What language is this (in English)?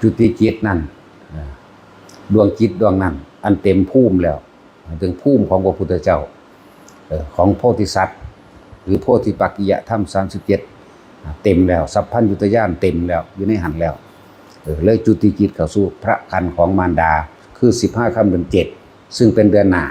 Northeastern Thai